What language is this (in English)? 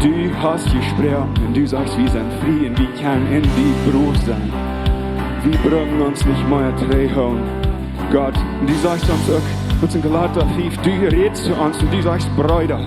Plautdietsch